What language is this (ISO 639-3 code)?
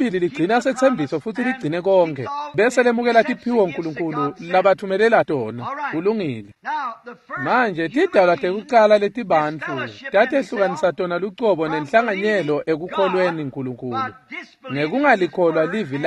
ssw